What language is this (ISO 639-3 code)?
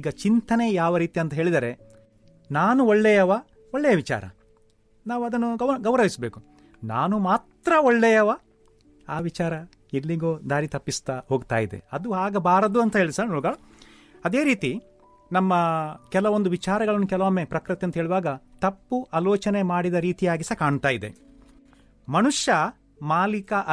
kan